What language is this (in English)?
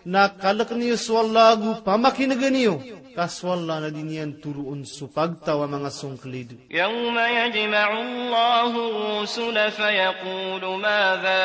Maranao